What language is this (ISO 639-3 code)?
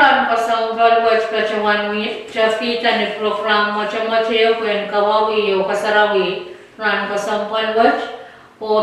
pon